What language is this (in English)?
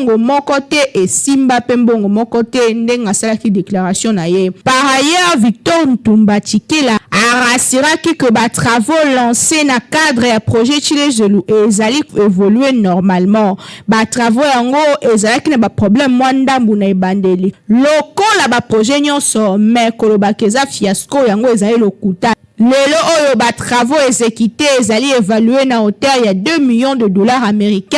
Lingala